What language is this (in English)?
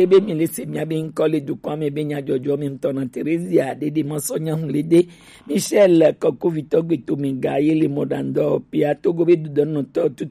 Gen